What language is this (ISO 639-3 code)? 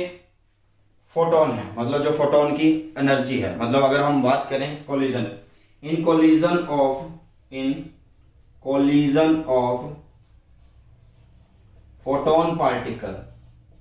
hin